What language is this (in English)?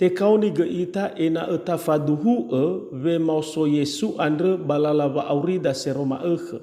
Nias